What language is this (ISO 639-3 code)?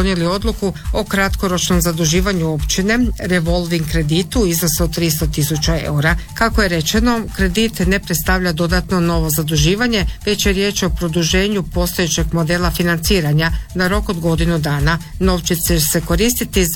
hrv